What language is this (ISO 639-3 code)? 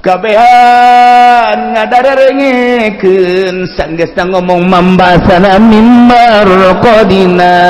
sun